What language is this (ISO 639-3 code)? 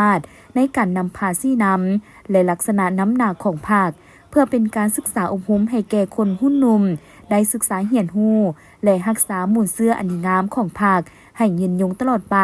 lao